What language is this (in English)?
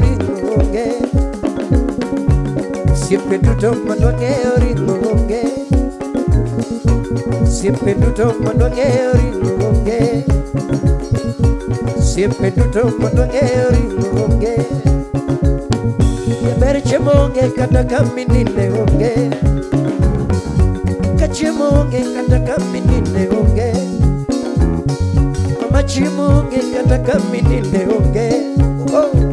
Luo (Kenya and Tanzania)